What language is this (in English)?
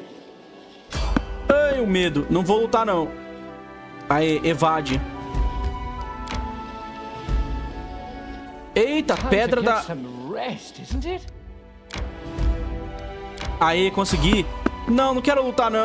Portuguese